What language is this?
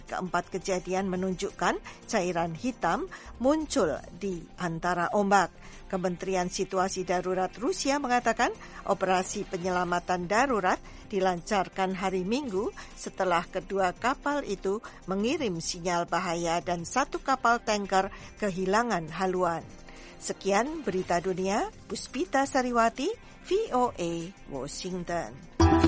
Indonesian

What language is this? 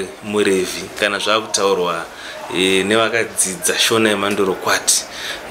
Shona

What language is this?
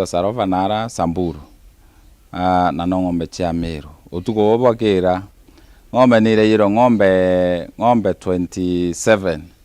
Meru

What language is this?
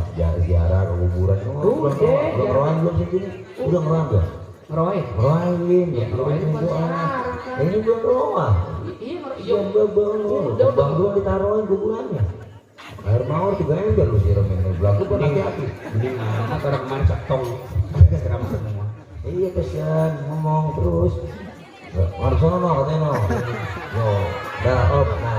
Betawi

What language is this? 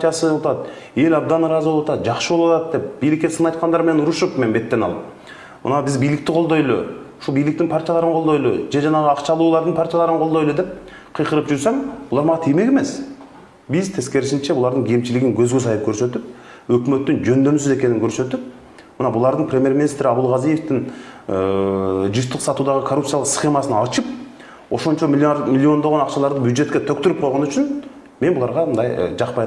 Kyrgyz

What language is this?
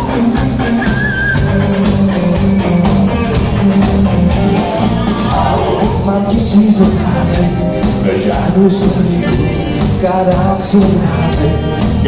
Czech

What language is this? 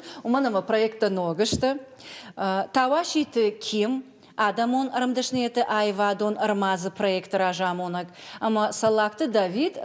Ossetic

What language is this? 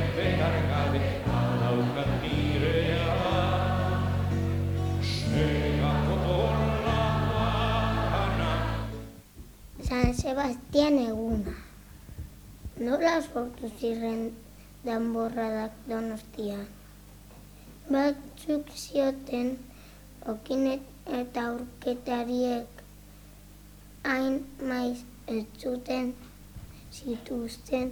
Basque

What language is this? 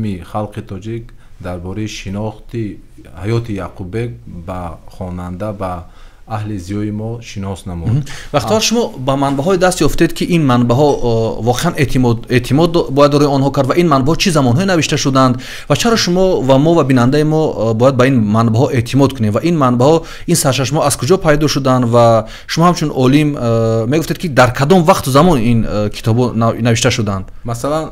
Tajik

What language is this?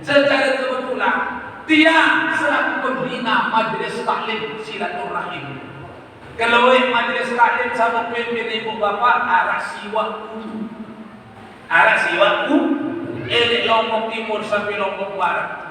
Sasak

